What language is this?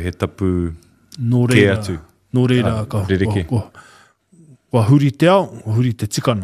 Māori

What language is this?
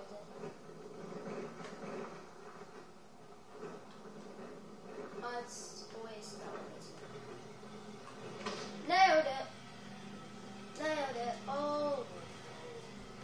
English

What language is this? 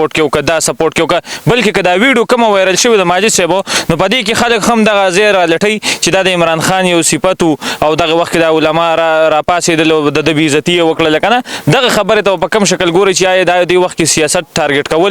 Pashto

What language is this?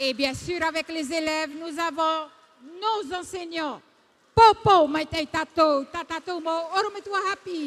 Tahitian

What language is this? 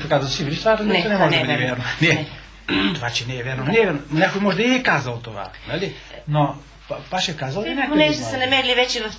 Bulgarian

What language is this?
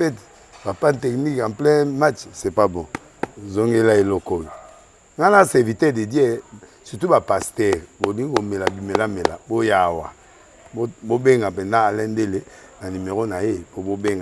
Lingala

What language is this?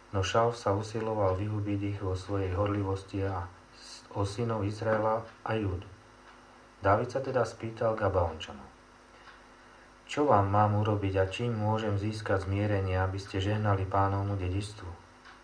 Slovak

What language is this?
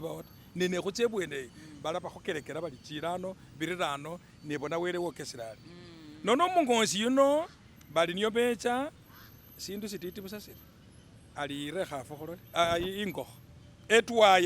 Masaaba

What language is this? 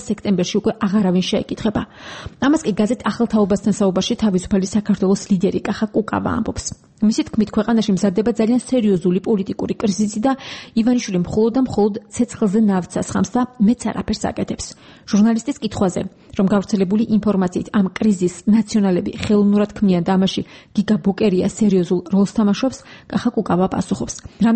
Georgian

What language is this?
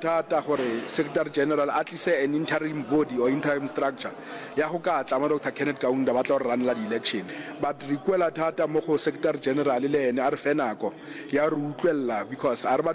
Northern Sotho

